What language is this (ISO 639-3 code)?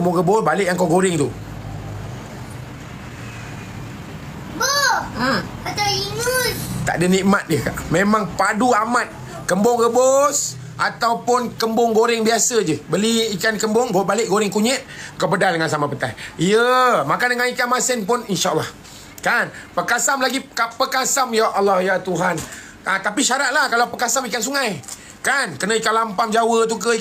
msa